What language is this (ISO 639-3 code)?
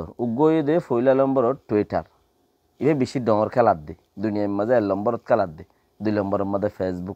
rhg